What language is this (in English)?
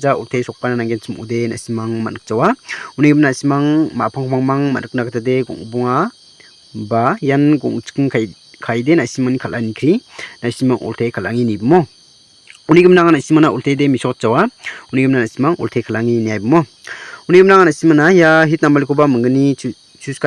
Garo